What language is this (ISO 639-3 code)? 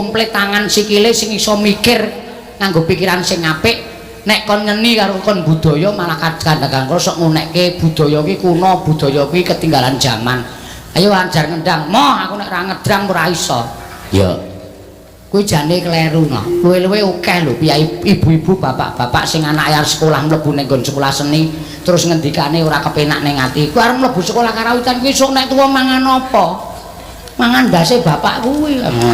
jav